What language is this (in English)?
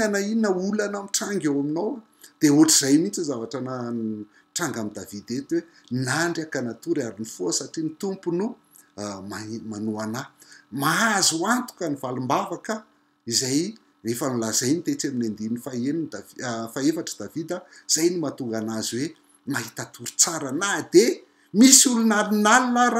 Malagasy